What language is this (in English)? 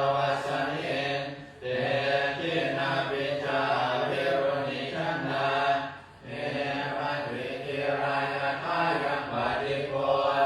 Pali